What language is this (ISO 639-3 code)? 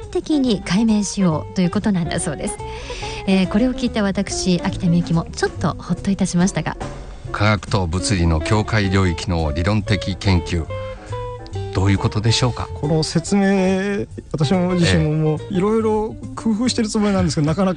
jpn